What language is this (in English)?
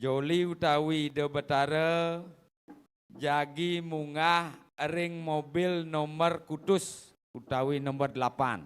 Balinese